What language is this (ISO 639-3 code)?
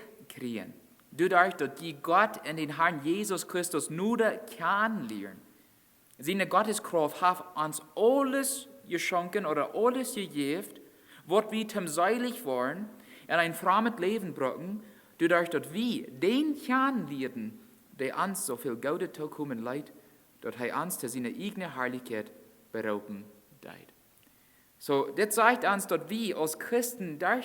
pdt